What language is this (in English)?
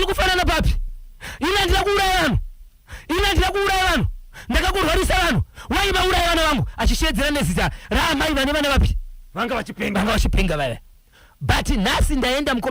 Shona